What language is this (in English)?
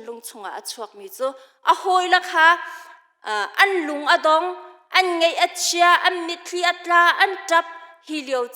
Hakha Chin